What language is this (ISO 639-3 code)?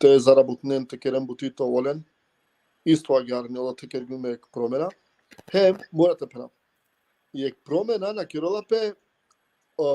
rmn